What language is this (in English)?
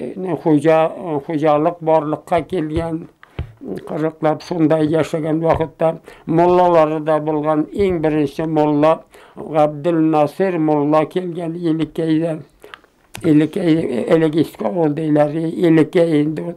Bashkir